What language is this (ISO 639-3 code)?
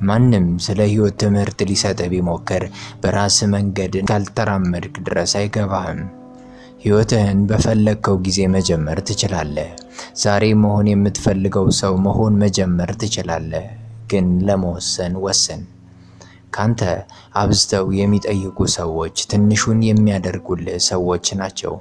amh